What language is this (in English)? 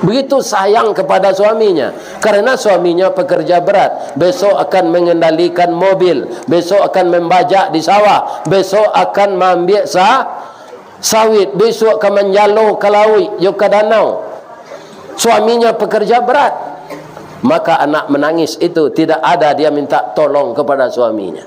Minangkabau